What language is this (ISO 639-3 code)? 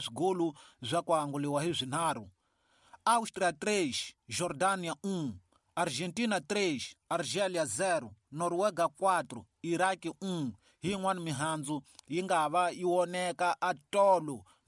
tso